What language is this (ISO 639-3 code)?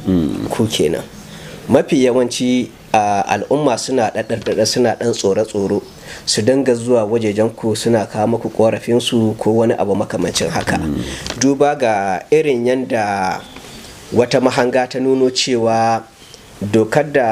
hau